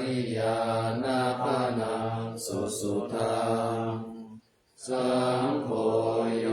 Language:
Pali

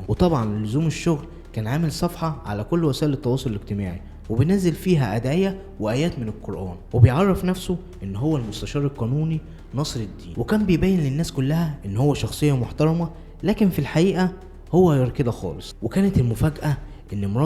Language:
Egyptian Arabic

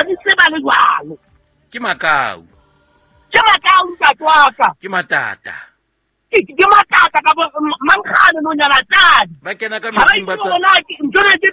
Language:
Southern Sotho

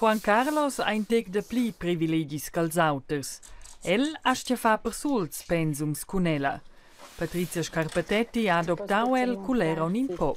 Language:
Romansh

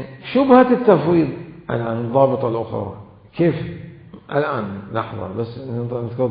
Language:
Mesopotamian Arabic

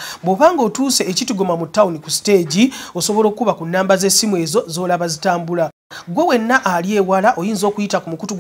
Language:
Ganda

